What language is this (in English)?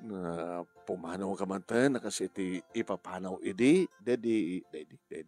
Iloko